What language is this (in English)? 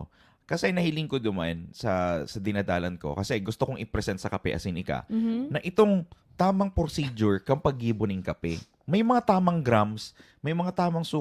Bikol